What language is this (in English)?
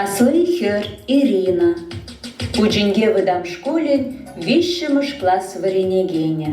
Chuvash